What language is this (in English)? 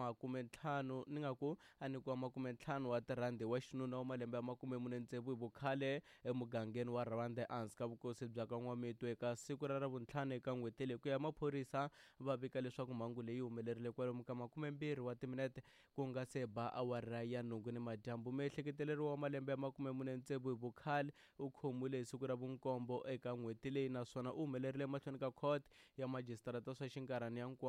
Tsonga